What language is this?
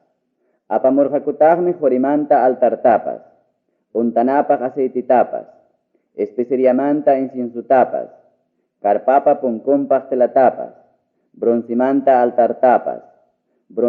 Ayacucho Quechua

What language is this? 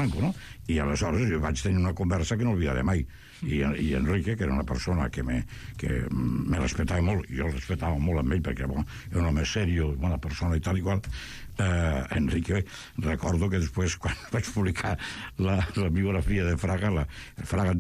Catalan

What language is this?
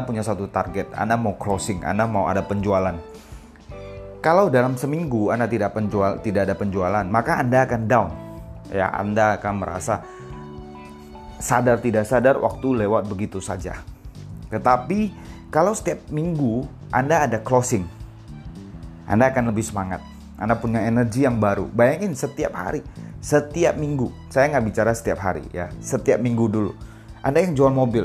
Indonesian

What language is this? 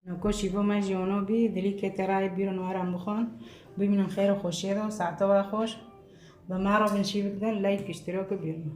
Kurdish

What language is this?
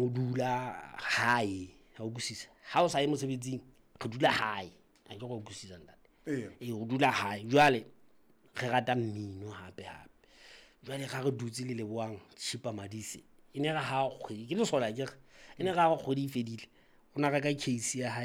Southern Sotho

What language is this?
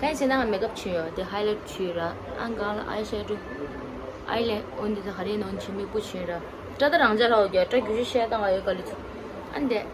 Tibetan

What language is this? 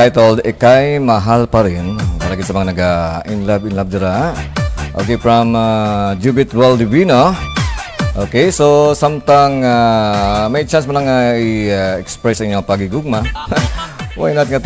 Hiligaynon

